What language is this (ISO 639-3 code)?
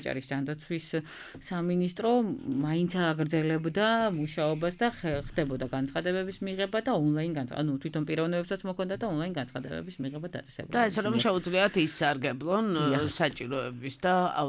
kat